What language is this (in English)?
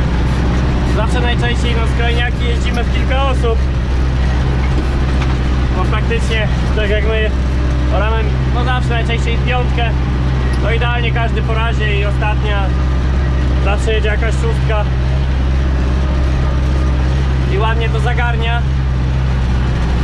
Polish